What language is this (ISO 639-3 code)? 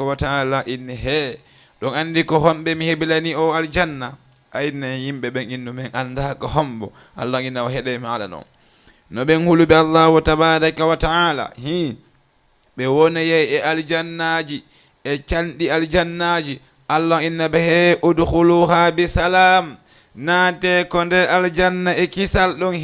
ful